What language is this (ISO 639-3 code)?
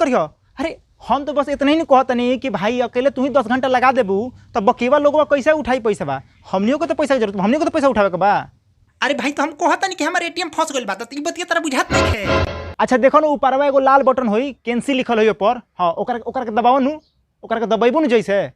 bho